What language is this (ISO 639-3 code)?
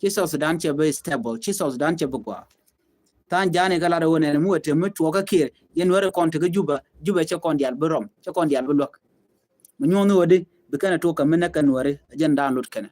nus